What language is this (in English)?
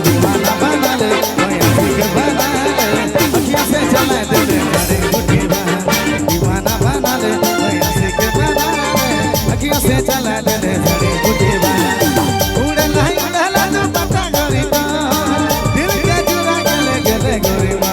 Sadri